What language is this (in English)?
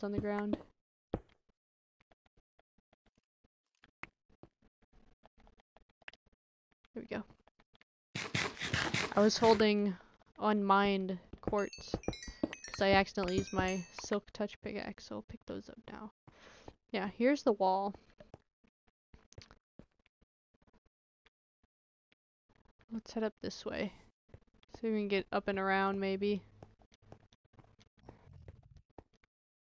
English